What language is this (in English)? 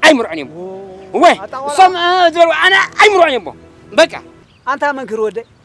Tigrinya